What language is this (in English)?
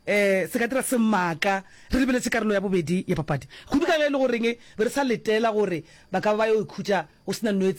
Northern Sotho